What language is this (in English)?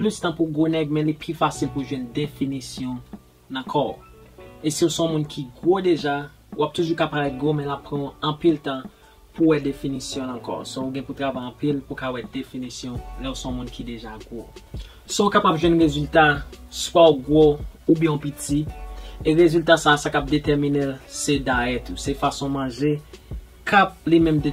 Haitian Creole